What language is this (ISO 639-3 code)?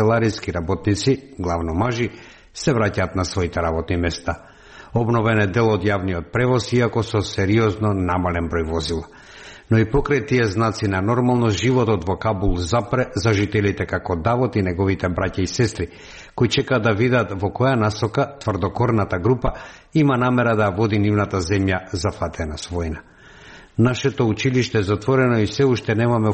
mkd